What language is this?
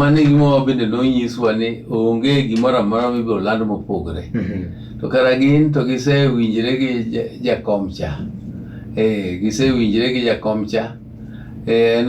Luo (Kenya and Tanzania)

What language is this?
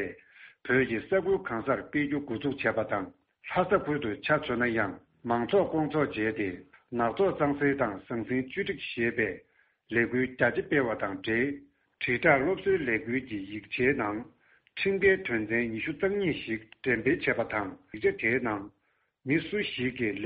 Tibetan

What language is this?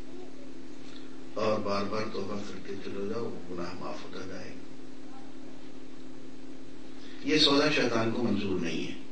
Urdu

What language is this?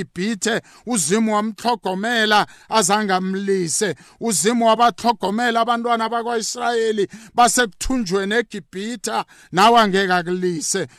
South Ndebele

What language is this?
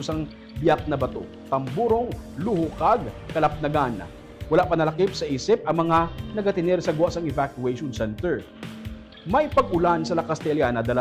Hiligaynon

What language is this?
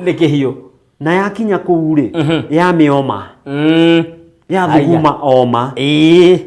Kikuyu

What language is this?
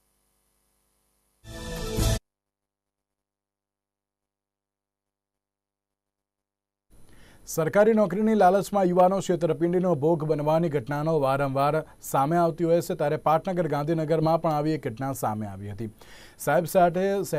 Gujarati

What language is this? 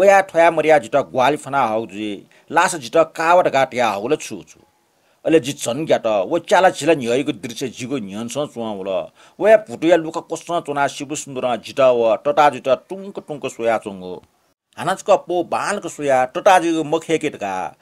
Newari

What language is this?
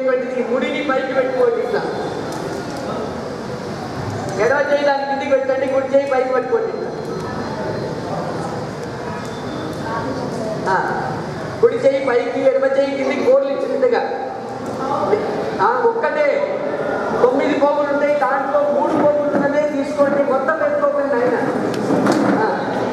Telugu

